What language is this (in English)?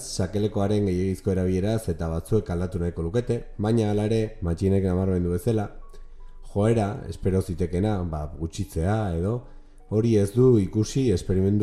Basque